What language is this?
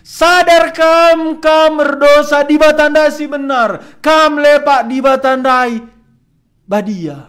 Batak Karo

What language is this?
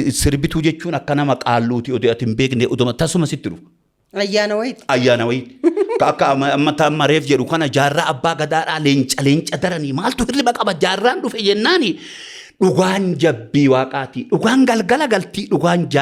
Oromo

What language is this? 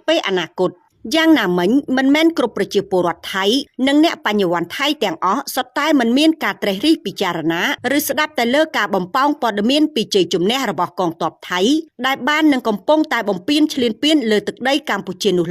Khmer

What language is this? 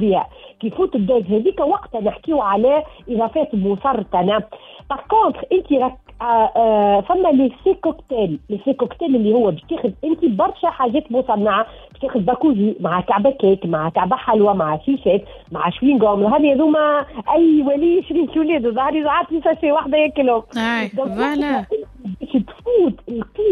Tunisian Arabic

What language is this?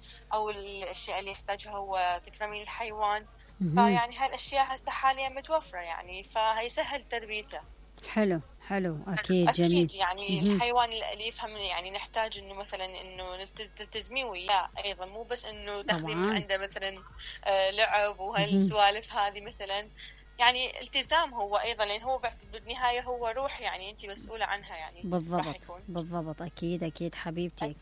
Mesopotamian Arabic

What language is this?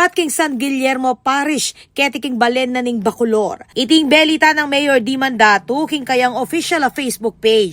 Pampanga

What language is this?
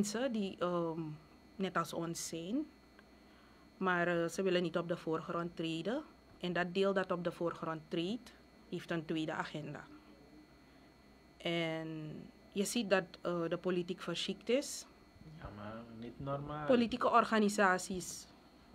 Dutch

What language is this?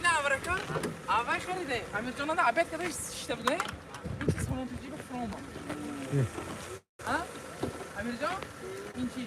Tajik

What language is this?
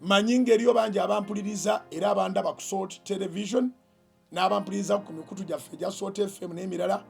Ganda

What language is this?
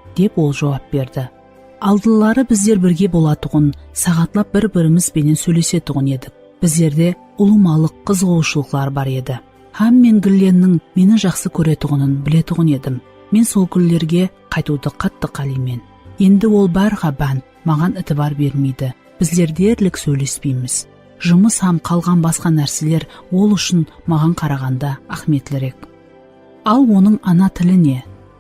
Kara-Kalpak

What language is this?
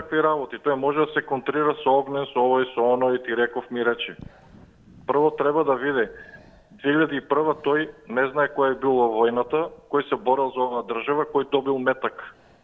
Macedonian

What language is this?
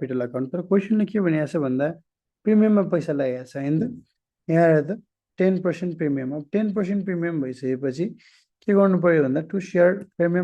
Nepali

